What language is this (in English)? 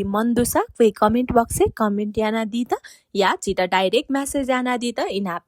Newari